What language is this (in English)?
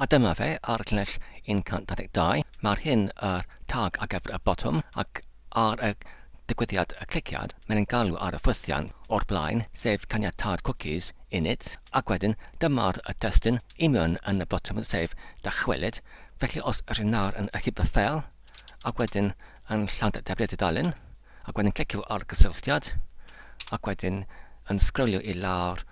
Welsh